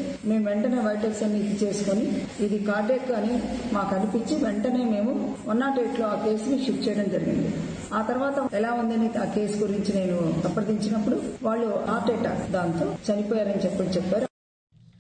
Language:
Telugu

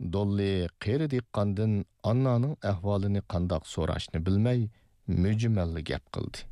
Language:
Uyghur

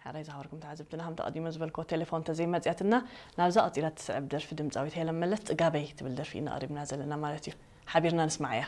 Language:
Tigrinya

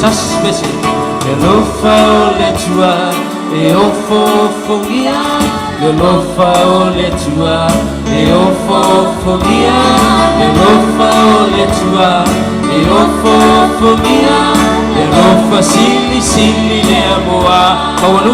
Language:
Samoan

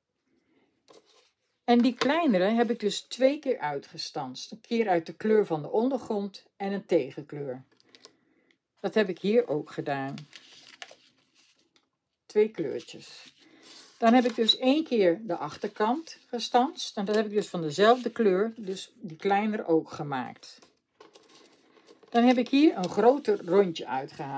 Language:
Dutch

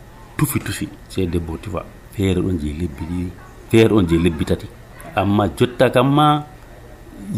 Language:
Nigerian Fulfulde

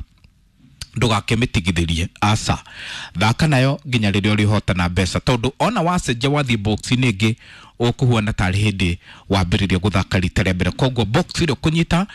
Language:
Kikuyu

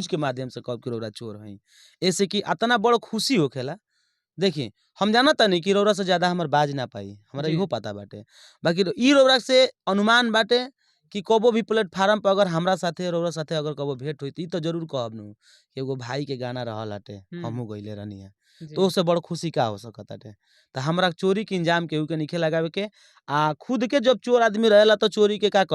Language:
Bhojpuri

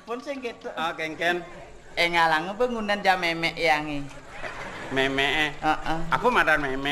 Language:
Balinese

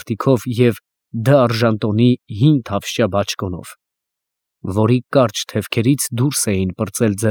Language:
Armenian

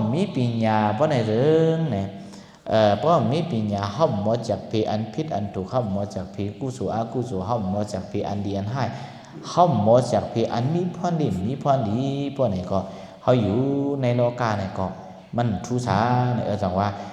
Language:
Shan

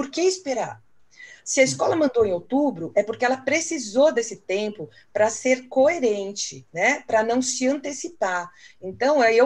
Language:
Portuguese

